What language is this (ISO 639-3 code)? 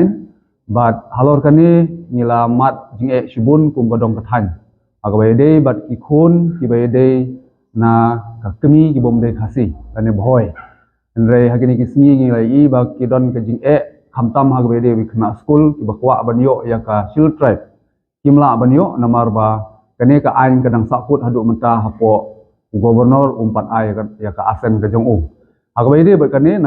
kha